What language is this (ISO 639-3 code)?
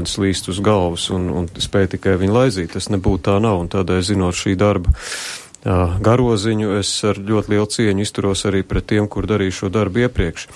lav